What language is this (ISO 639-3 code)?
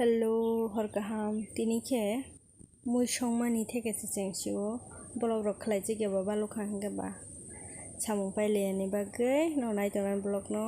trp